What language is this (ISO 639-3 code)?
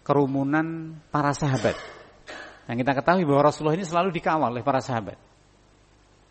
ind